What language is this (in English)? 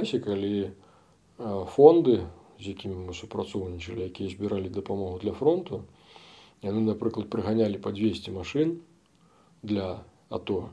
Belarusian